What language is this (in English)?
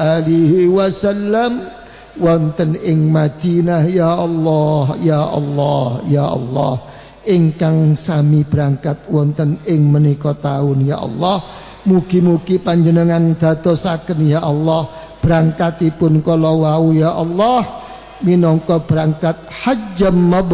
Javanese